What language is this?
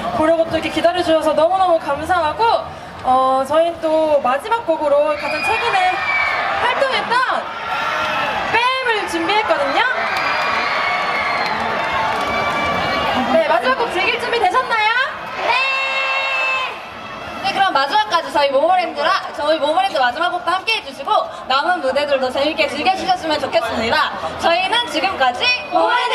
Korean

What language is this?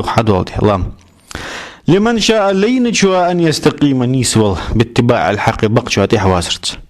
Ingush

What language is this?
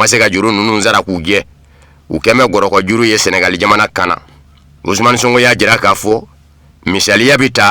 Bambara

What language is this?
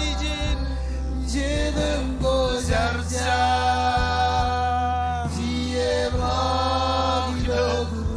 Marshallese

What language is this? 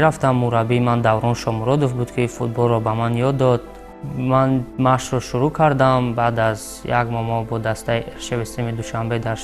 Tajik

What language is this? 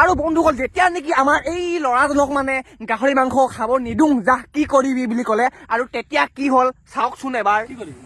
Assamese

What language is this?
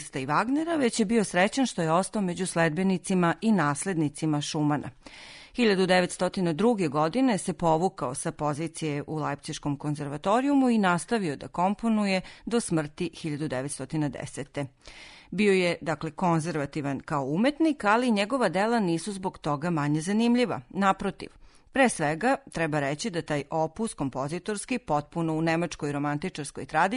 Serbian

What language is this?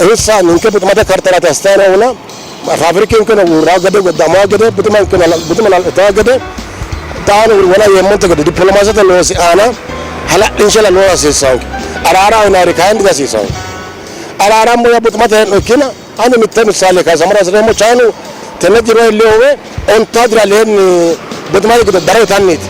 Sidamo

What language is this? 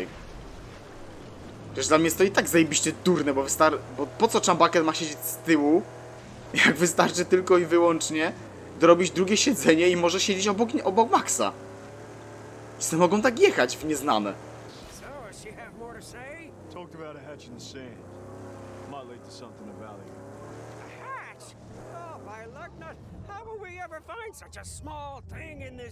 Polish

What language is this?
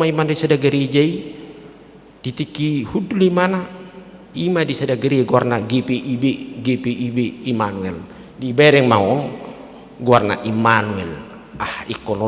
Batak Toba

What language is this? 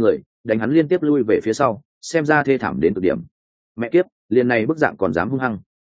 Vietnamese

